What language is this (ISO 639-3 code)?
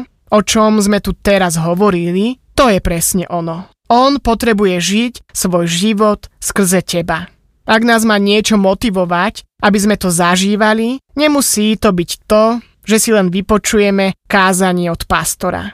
slk